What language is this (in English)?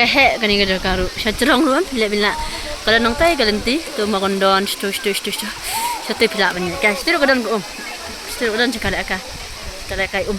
Khasi